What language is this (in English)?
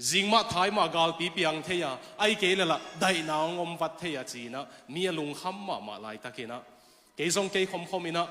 Tedim Chin